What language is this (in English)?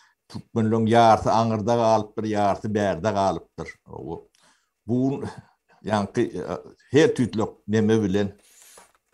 Turkmen